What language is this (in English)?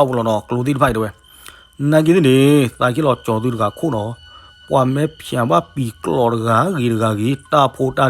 S'gaw Karen